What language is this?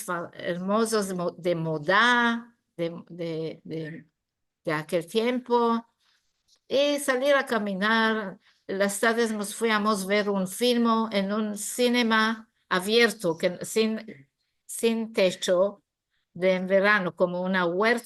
Ladino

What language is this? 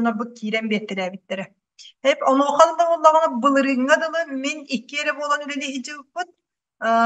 Yakut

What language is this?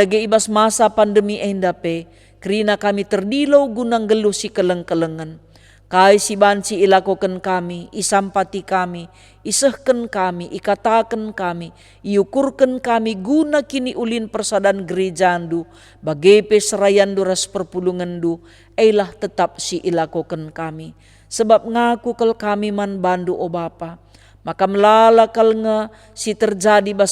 Batak Karo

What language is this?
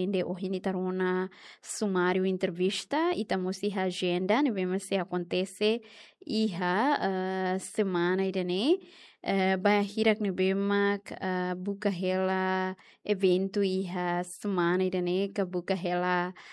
Tetum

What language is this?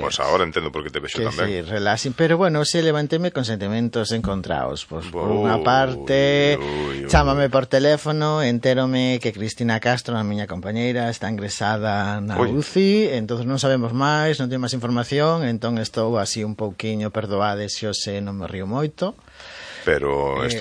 Galician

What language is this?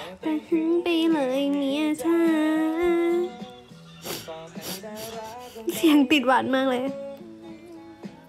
Thai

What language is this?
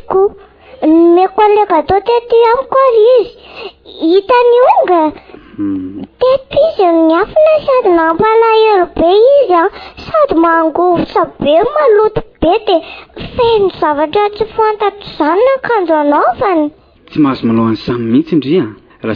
Malagasy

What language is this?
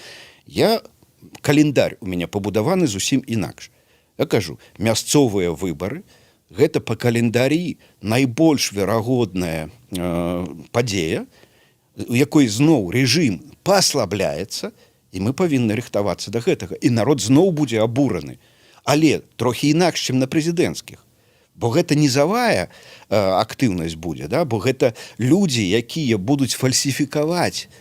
Belarusian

